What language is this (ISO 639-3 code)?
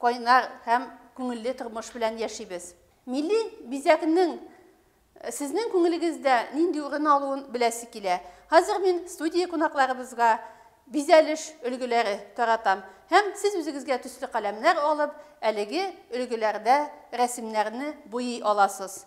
bak